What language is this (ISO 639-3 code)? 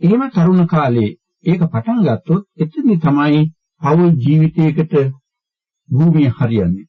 sin